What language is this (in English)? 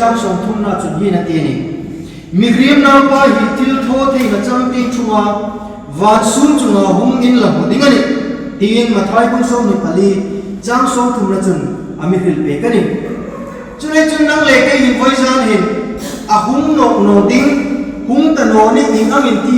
Hmar